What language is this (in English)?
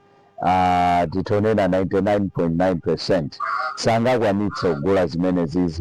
Nyanja